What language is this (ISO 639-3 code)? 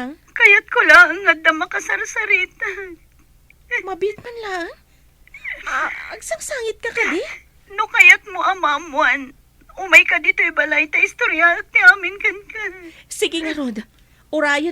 ilo